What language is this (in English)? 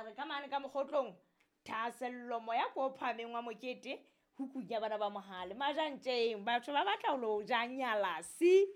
Southern Sotho